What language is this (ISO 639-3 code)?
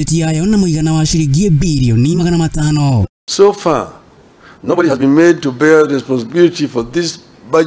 kik